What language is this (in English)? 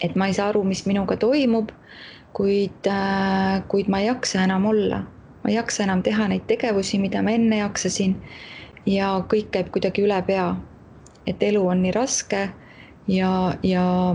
Estonian